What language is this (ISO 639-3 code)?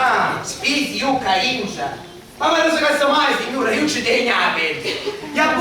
scn